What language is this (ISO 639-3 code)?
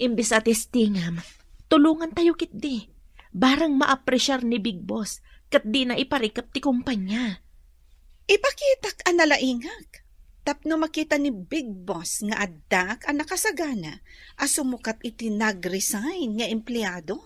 ilo